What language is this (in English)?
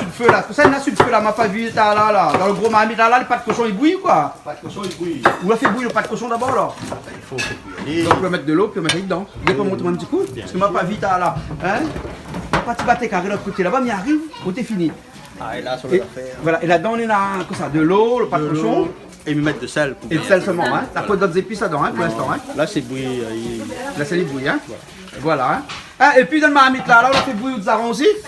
Réunion Creole French